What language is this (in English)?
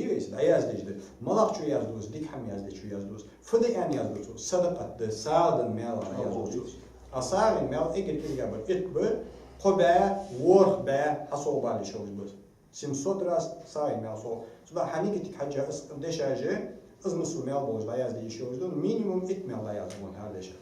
Ingush